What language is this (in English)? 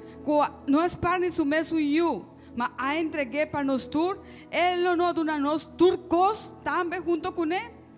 Papiamento